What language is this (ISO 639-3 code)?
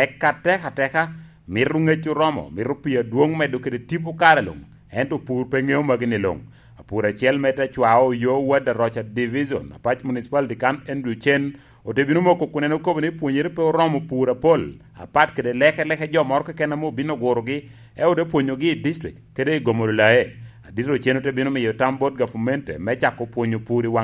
laj